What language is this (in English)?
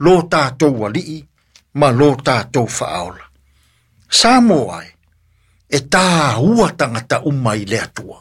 Samoan